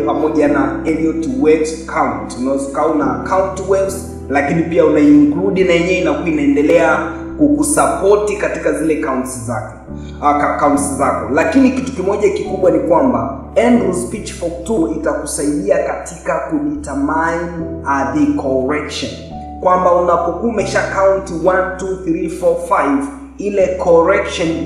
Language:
Swahili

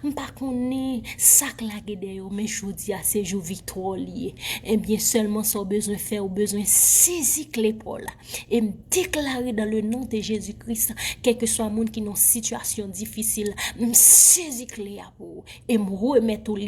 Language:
Haitian Creole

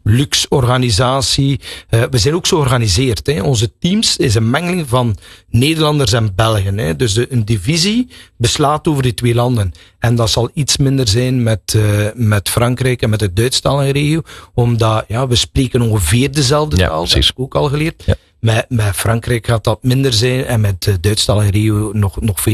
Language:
Dutch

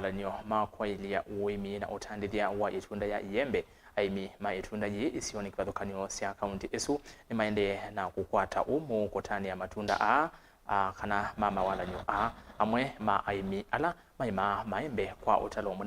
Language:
Kamba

